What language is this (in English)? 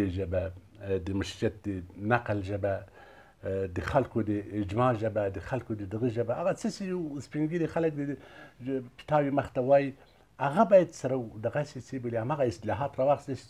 Pashto